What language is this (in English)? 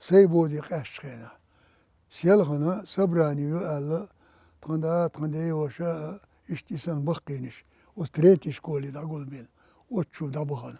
Chechen